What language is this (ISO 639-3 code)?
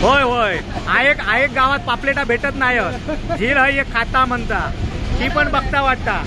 kok